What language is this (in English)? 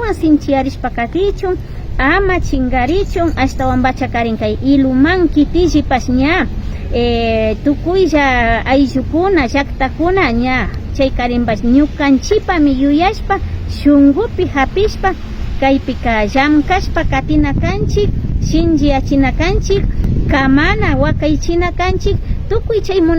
Imbabura Highland Quichua